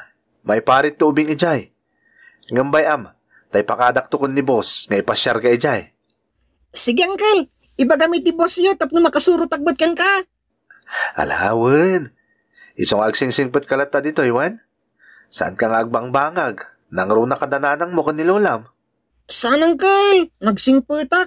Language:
Iloko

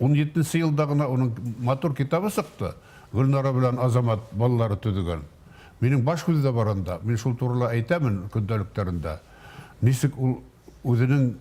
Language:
Bashkir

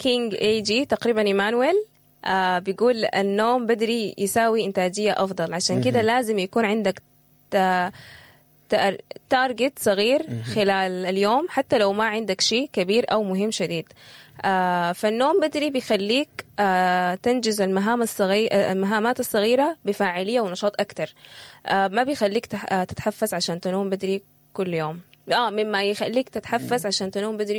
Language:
Sudanese Arabic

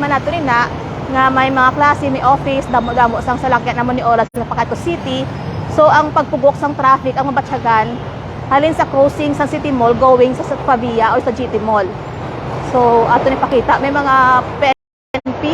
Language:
Hiligaynon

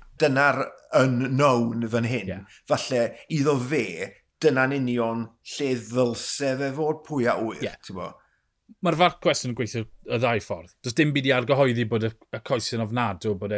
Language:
Welsh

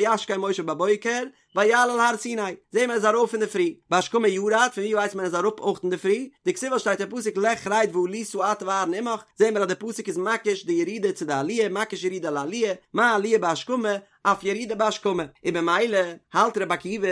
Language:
Yiddish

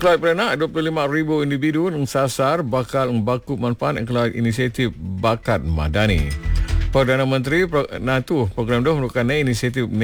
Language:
Malay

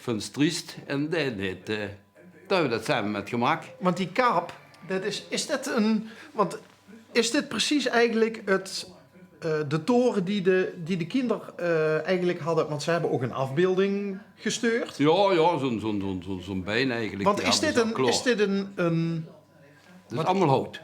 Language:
Limburgish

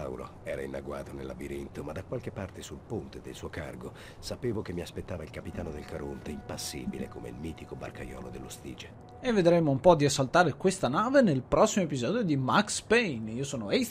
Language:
Italian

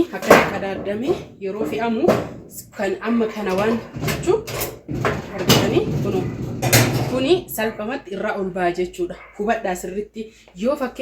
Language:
Oromo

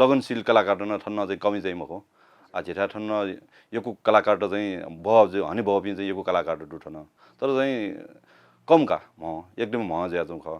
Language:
Newari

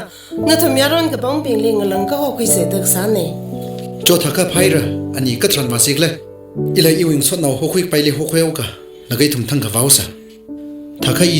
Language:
Tangkhul Naga (India)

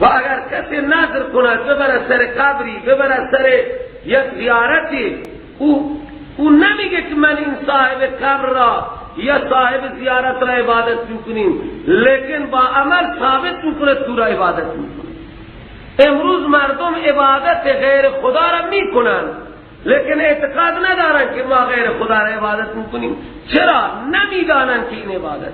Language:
Persian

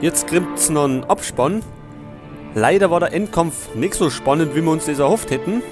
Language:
Bavarian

